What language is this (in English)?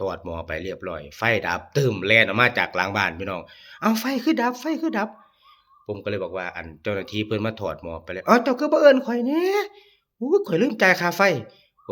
Northeastern Thai